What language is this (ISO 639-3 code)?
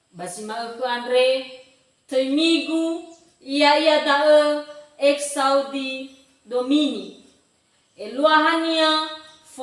nia